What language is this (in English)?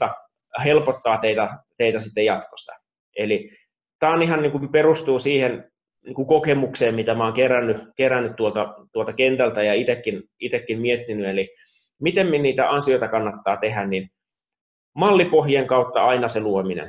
Finnish